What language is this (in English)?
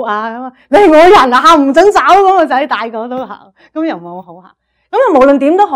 Cantonese